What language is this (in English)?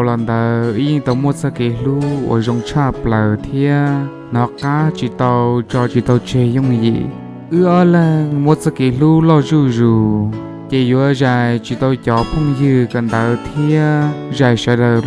Hmong